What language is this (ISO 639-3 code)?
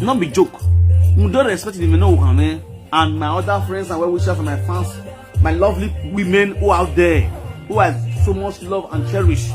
pcm